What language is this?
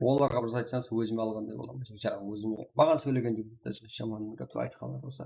Kara-Kalpak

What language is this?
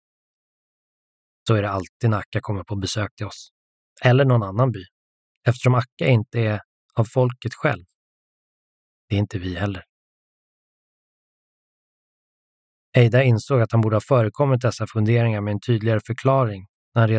Swedish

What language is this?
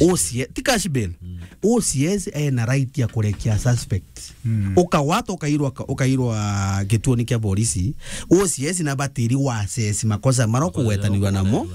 Meru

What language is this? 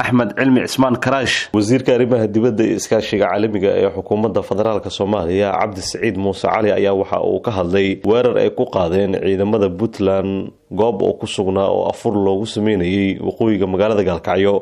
Somali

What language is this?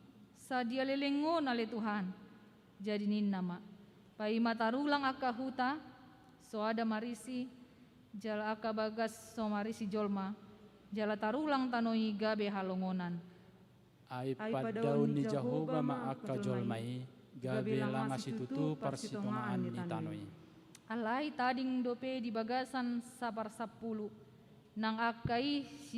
Batak Toba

